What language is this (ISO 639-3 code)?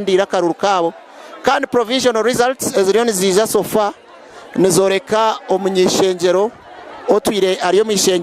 nyn